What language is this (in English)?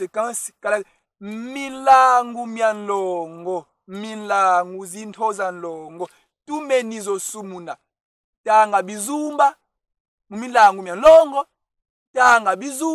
Kongo